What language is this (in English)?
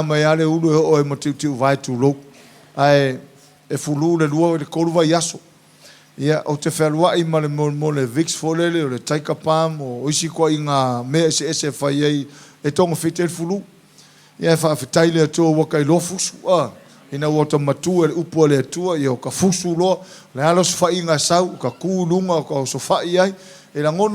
Samoan